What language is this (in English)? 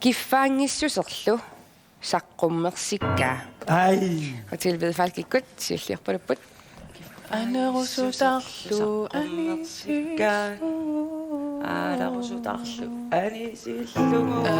Kalaallisut